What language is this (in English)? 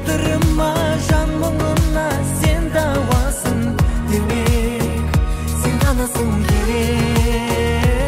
Kazakh